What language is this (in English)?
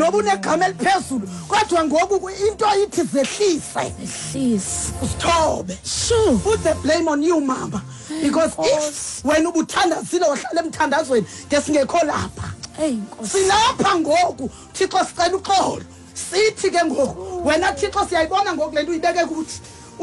Xhosa